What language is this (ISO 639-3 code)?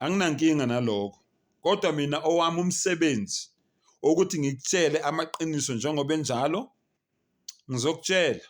zul